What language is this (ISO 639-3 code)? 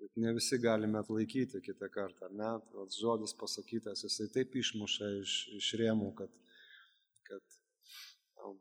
lit